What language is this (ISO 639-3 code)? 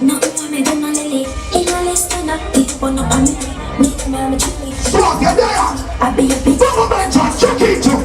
jam